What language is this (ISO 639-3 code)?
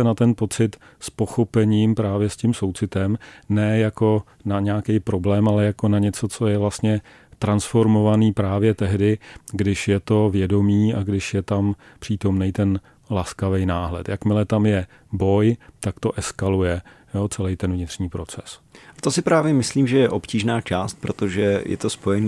ces